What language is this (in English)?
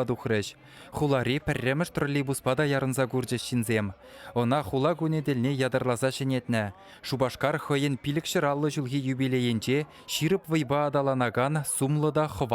Chuvash